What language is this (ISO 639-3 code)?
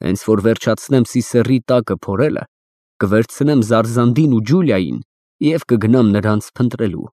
hye